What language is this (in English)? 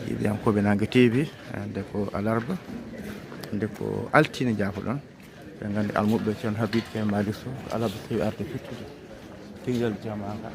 Fula